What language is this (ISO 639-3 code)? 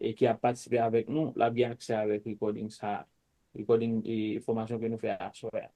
hat